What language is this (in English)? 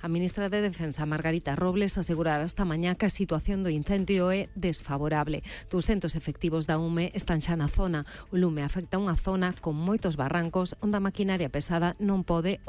Galician